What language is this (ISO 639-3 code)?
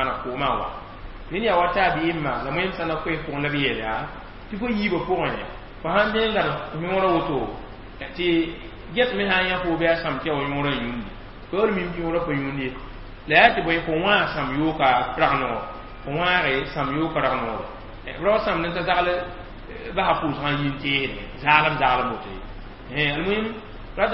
mos